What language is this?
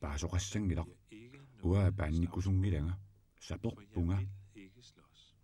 Kalaallisut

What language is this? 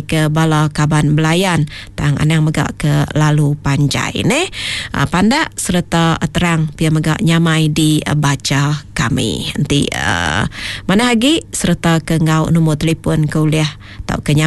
Iban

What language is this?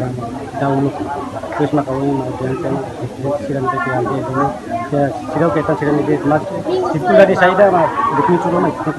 Tetum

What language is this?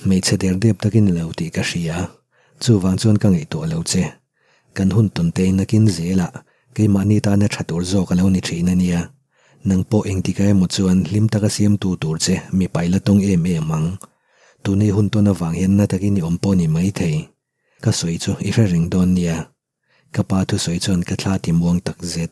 Mizo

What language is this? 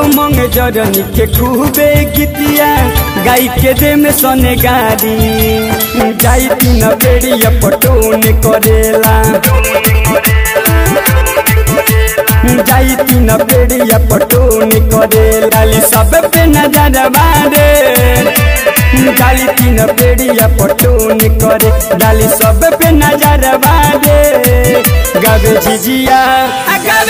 Bhojpuri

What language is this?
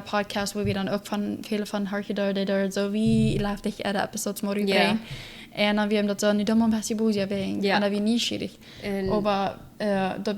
Plautdietsch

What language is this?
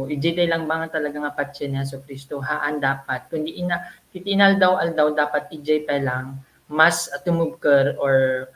Iloko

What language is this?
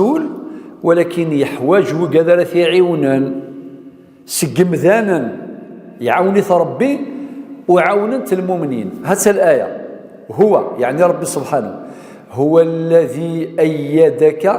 Kabyle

